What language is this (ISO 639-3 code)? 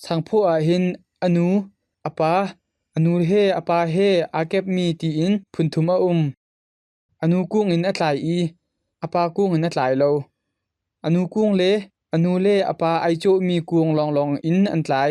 cnh